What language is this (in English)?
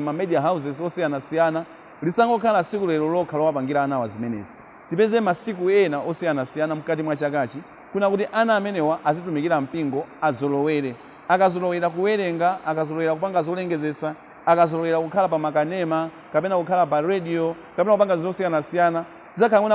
Nyanja